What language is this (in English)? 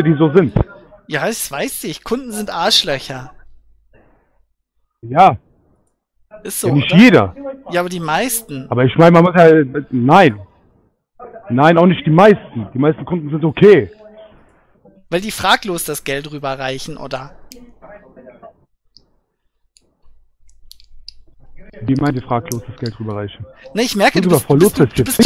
German